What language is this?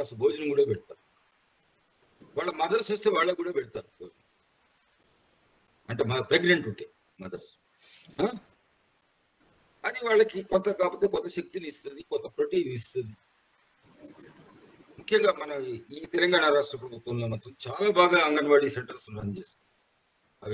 Telugu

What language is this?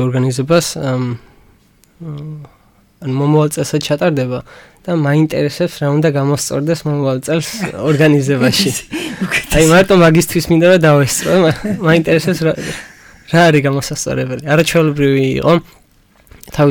Georgian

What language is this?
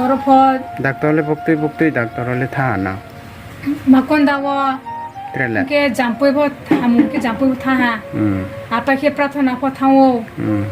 Riang (India)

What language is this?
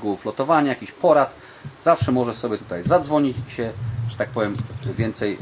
Polish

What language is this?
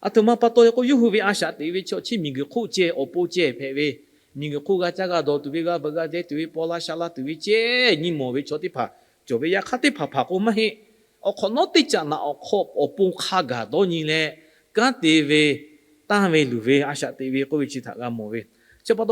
Lahu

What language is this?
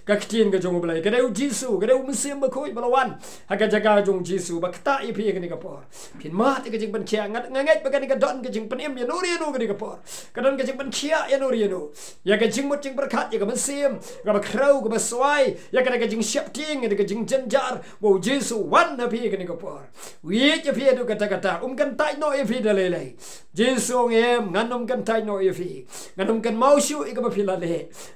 Khasi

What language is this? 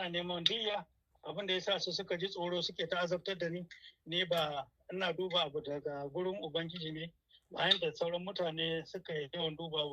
Hausa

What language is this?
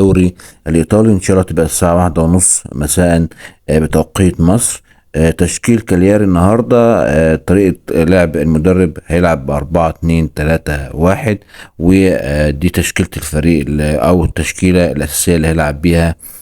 Egyptian Arabic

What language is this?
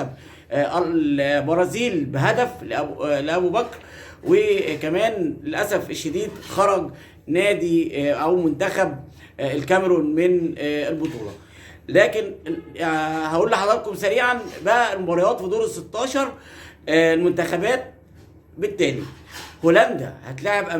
Egyptian Arabic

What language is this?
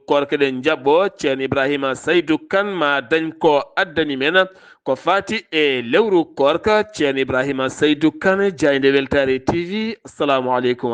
Fula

